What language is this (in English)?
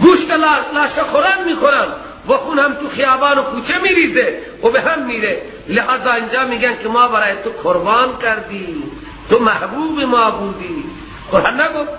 Persian